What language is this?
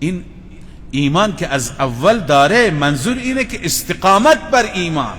Persian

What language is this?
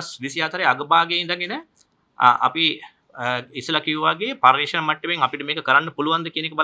Sinhala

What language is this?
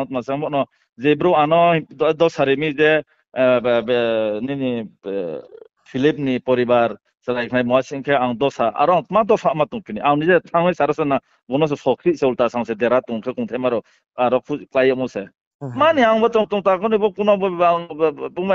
Riang (India)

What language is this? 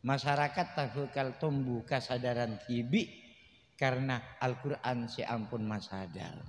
Madurese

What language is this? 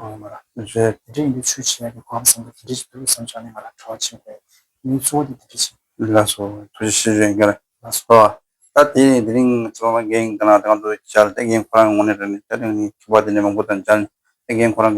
Tibetan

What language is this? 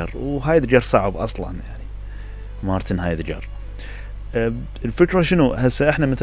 Mesopotamian Arabic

